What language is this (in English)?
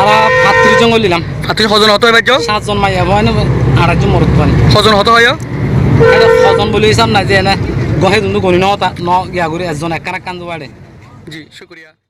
Rohingya